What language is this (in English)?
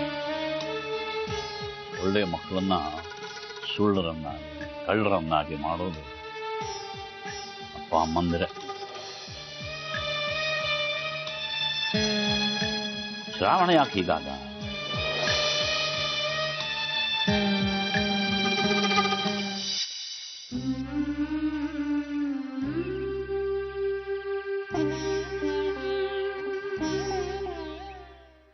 Kannada